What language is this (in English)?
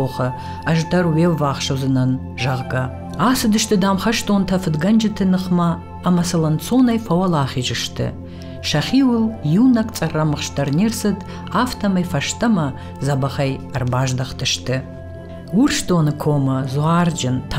Ossetic